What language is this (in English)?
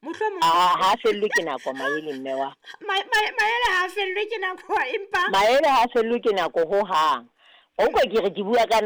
Southern Sotho